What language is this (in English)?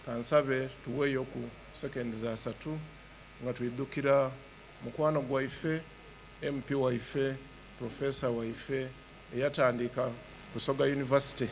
Soga